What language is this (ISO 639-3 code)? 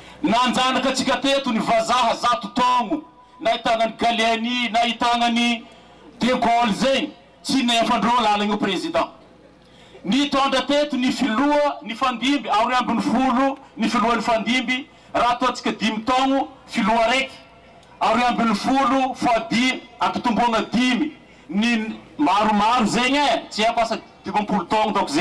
mlg